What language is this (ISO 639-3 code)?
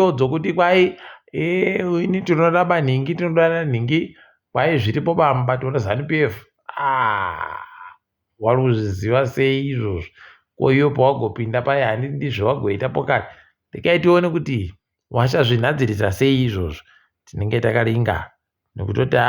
ndc